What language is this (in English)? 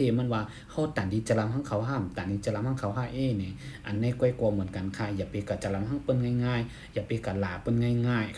Shan